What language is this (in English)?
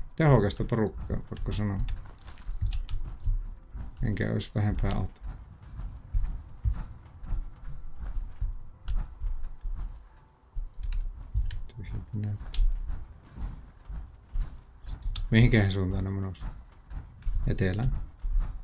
Finnish